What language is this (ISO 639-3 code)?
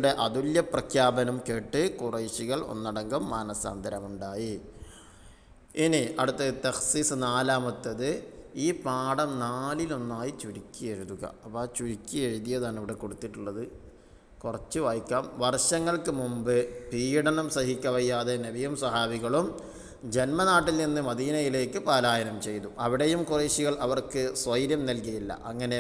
mal